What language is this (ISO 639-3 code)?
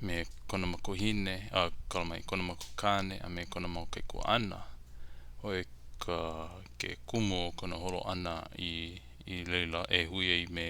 haw